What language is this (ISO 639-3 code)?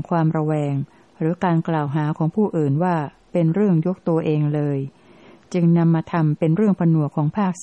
tha